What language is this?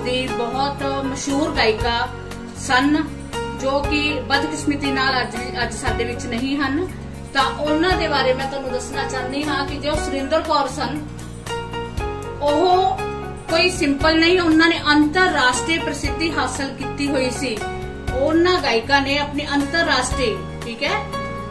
Punjabi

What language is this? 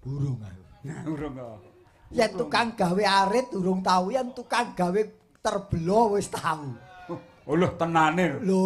Javanese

